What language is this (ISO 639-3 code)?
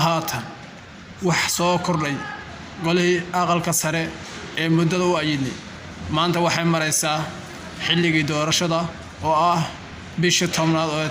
som